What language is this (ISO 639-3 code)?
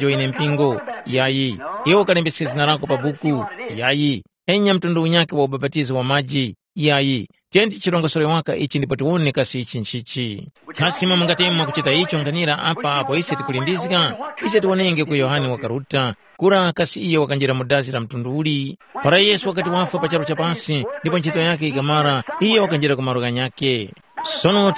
tum